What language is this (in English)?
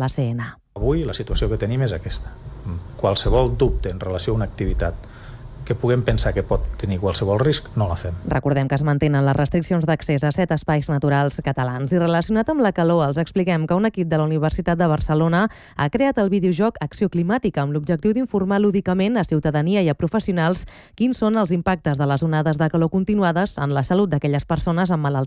Catalan